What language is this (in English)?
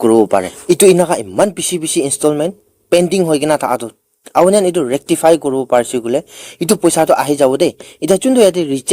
Naga Pidgin